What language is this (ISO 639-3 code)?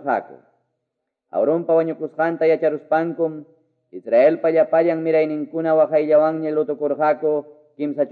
que